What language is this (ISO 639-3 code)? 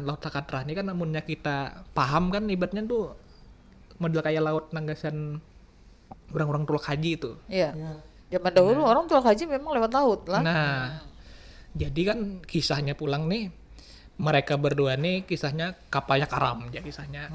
bjn